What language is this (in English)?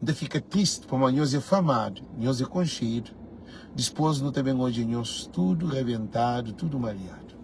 Kabuverdianu